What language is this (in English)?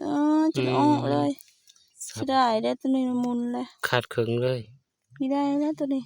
Lao